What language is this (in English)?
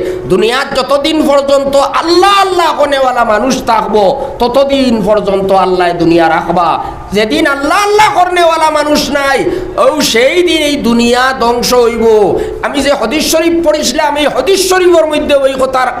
Sylheti